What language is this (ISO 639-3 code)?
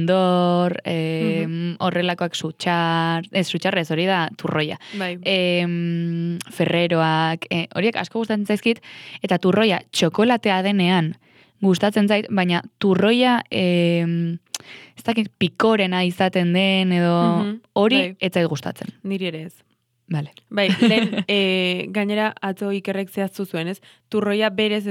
eus